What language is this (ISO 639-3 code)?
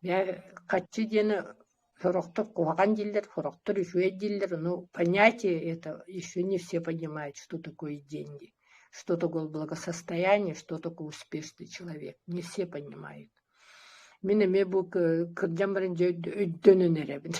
sah